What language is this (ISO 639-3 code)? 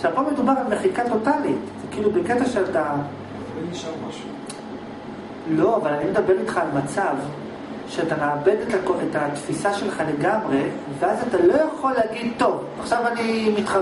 heb